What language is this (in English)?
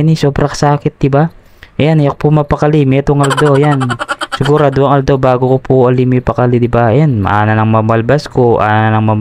Pampanga